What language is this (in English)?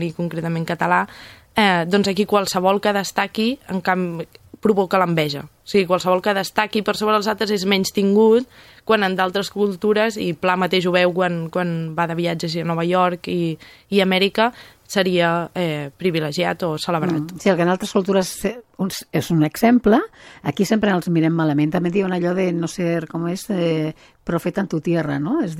Catalan